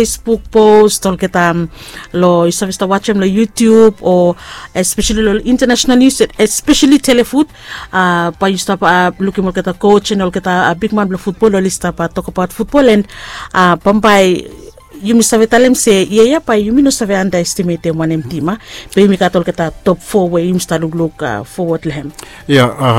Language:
Bislama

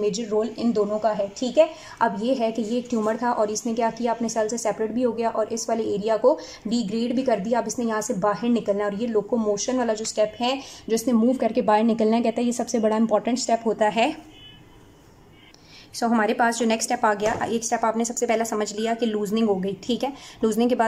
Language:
Hindi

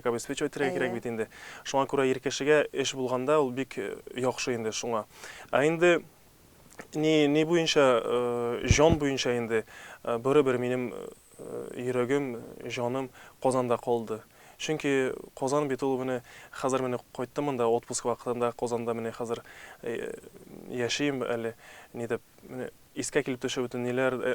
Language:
Tatar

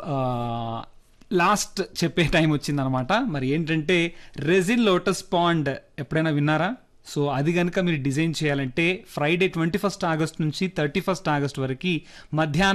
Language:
Telugu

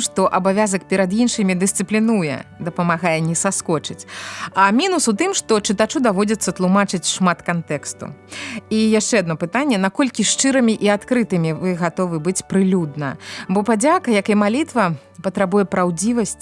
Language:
Belarusian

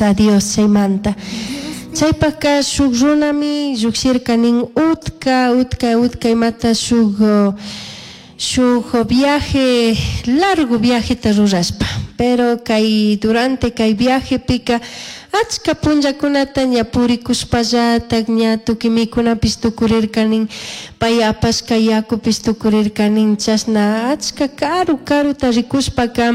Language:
Chimborazo Highland Quichua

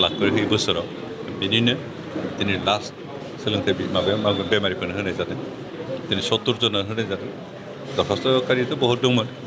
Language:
Bodo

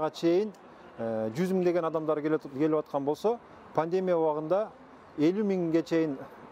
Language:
Kazakh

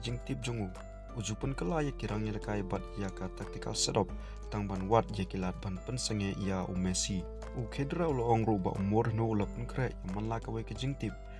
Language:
Khasi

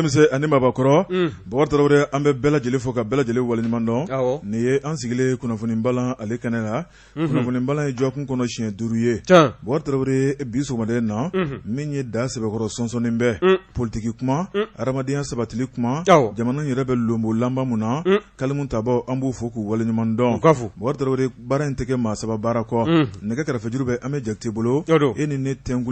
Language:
Bambara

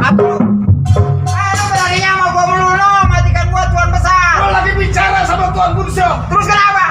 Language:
Betawi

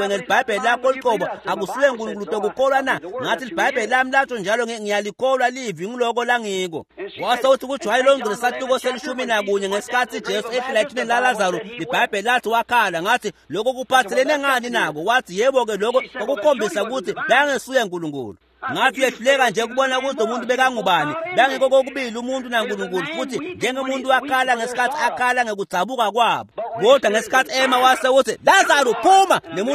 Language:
Swati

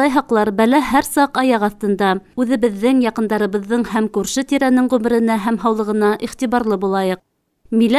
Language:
Bashkir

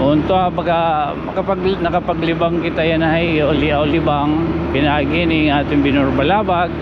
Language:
Waray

